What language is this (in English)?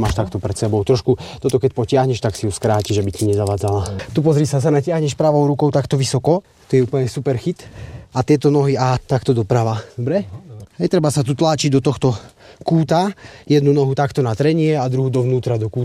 Slovak